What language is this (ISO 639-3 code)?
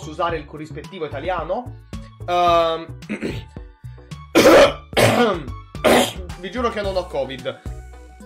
ita